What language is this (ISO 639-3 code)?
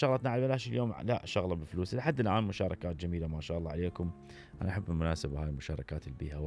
acm